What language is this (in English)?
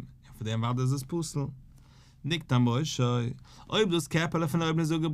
Yiddish